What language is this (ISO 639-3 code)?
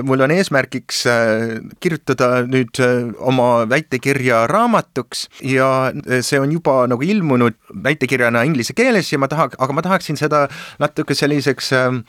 est